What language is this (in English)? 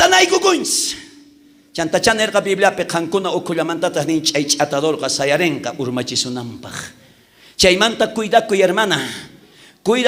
South Bolivian Quechua